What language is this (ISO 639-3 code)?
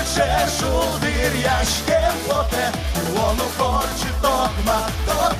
udm